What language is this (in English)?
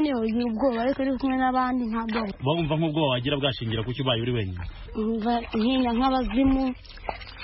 Kinyarwanda